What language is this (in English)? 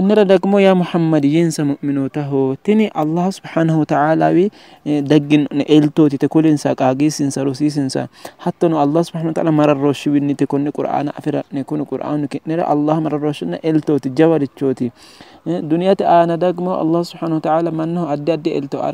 Sidamo